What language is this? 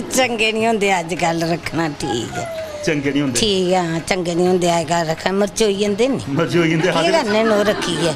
Dogri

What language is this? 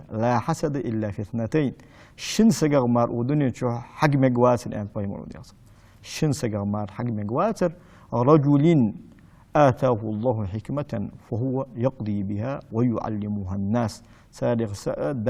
Ingush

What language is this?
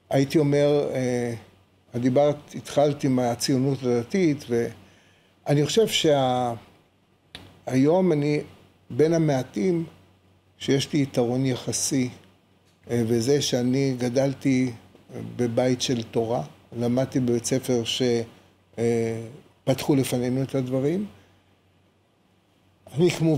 Hebrew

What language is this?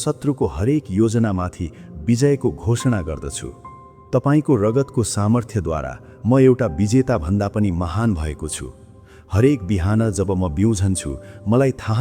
Nepali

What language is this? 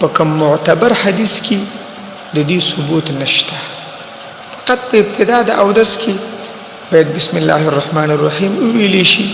Pashto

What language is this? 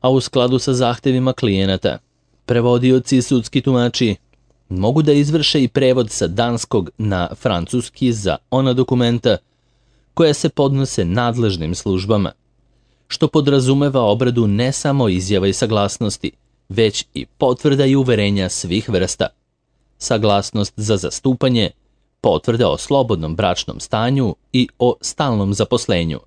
Serbian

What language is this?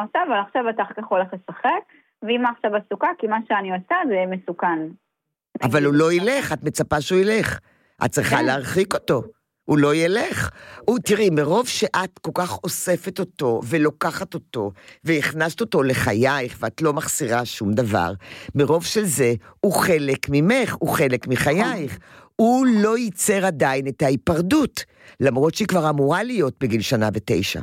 Hebrew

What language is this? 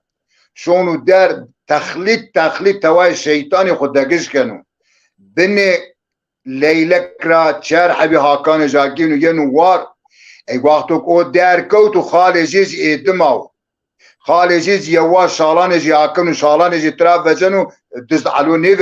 Zaza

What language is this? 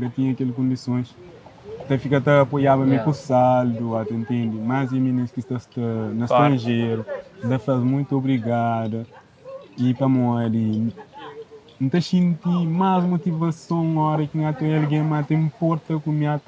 Kabuverdianu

